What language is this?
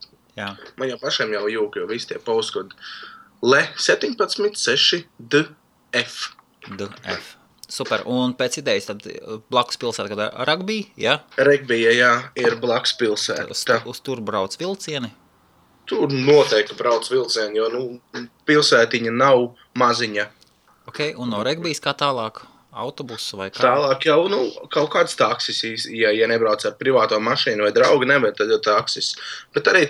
Latvian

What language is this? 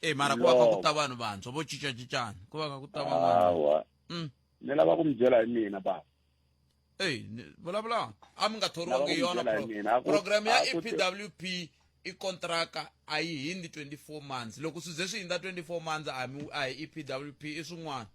Tsonga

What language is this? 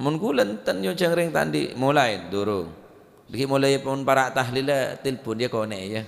Madurese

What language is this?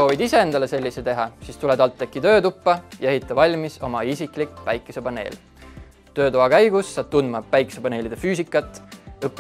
Estonian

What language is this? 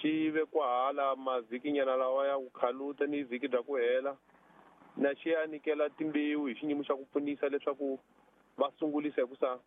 Tsonga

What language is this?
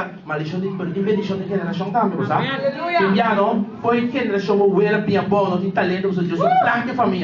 Papiamento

